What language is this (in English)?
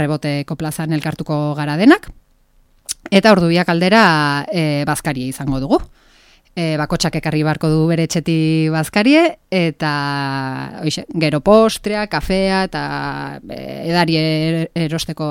Basque